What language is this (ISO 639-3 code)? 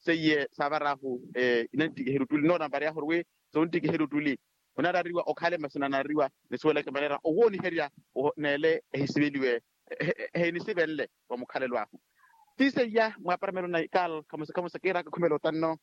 vmw